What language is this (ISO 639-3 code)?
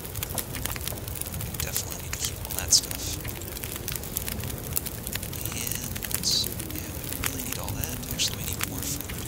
eng